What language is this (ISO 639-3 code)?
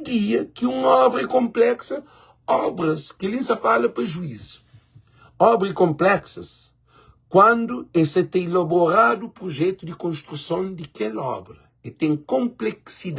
kea